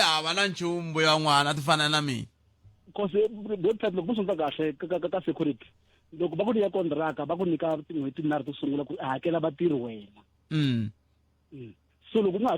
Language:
Tsonga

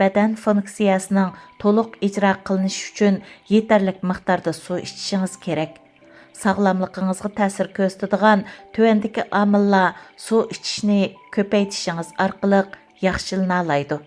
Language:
Uyghur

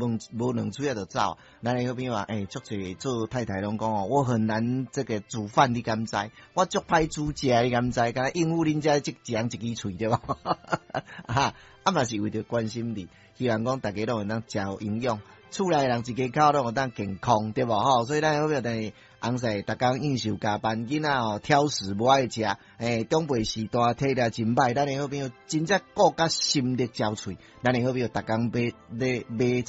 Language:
Min Nan Chinese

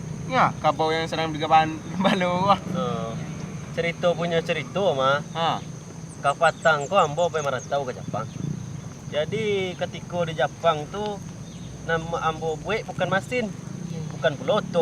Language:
Minangkabau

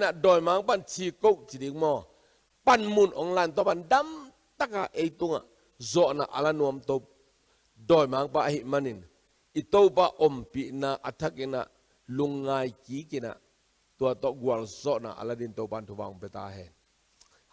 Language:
Tedim Chin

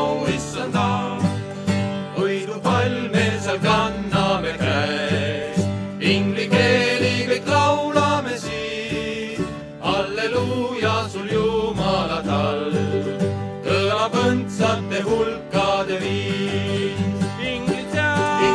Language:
Estonian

